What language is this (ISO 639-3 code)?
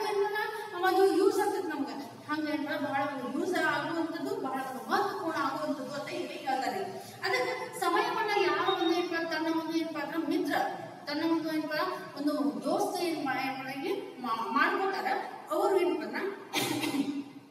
kan